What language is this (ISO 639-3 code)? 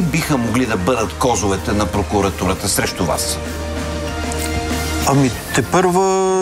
bul